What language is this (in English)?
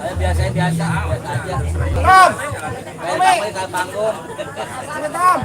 Betawi